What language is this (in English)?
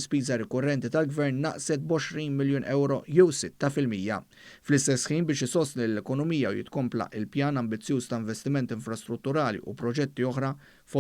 Maltese